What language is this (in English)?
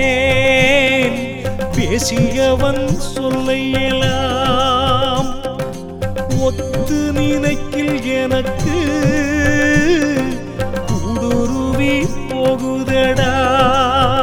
Tamil